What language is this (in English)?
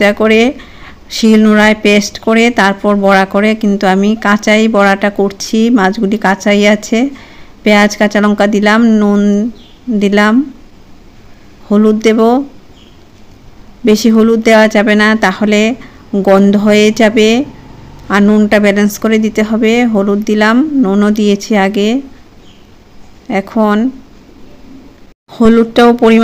Bangla